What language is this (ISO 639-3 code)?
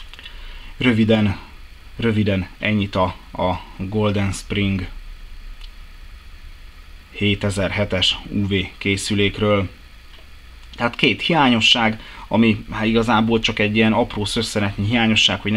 hun